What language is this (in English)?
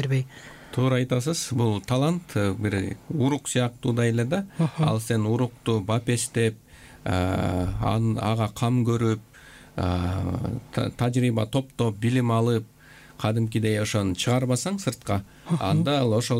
Kyrgyz